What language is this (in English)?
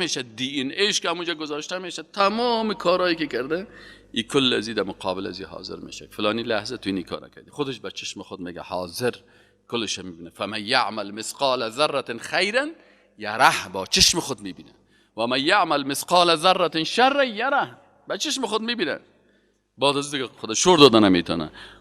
Persian